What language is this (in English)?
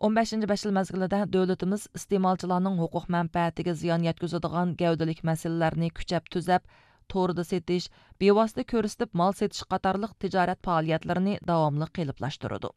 Uyghur